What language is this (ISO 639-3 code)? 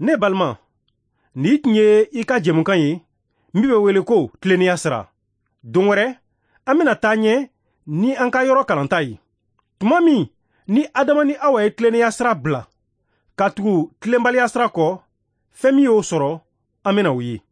bam